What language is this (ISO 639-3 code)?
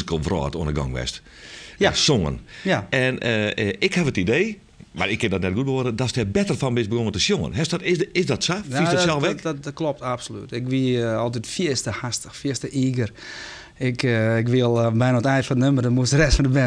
fry